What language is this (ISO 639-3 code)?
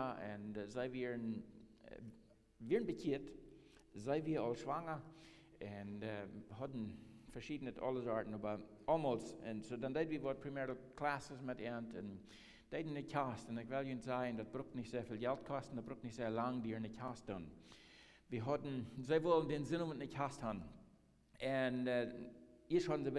pdt